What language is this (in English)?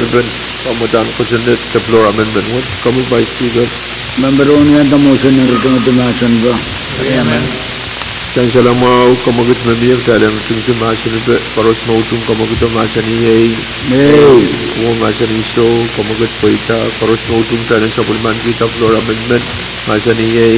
Pohnpeian